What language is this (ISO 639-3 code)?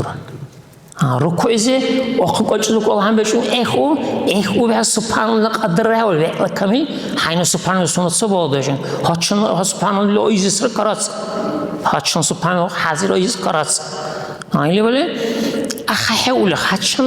dar